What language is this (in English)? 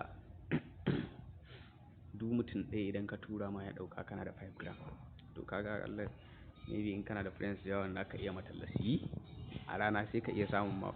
Hausa